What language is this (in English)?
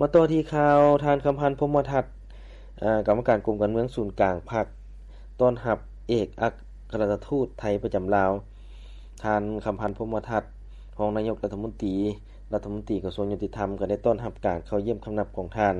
Lao